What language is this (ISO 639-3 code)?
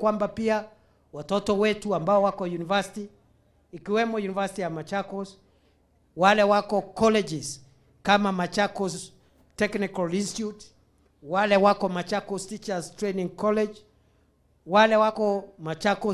mer